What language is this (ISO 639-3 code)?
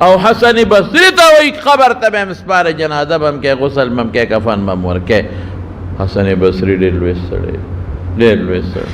pus